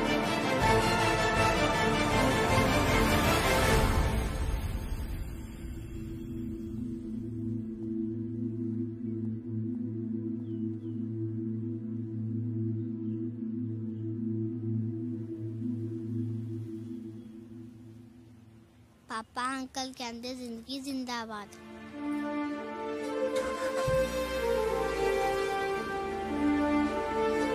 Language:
Punjabi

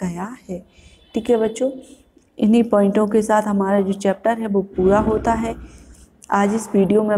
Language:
Hindi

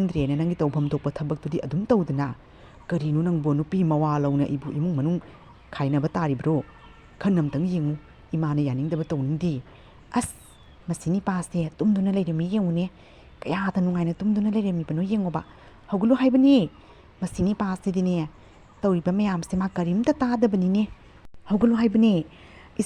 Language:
Manipuri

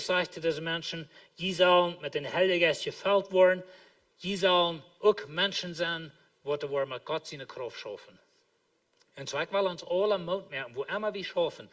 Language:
Plautdietsch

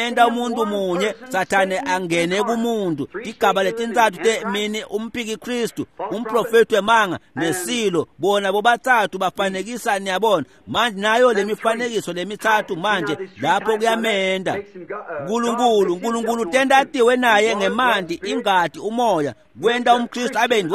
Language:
Swati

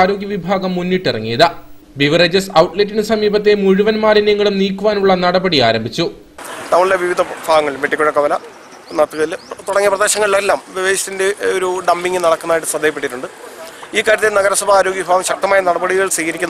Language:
Malayalam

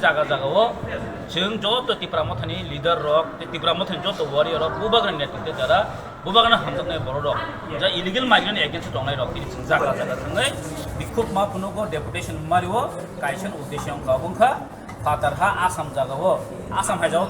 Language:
Kok Borok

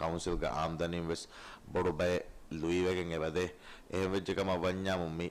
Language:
Divehi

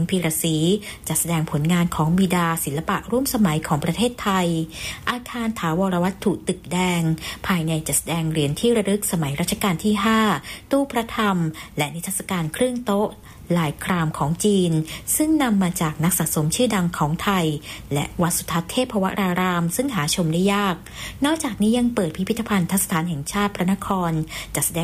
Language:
Thai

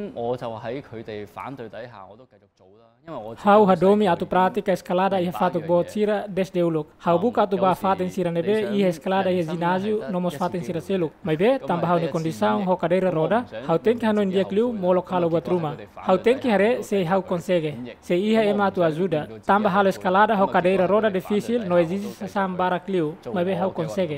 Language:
Tetum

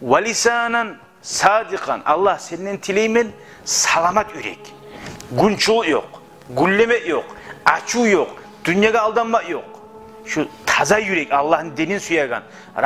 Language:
Kumyk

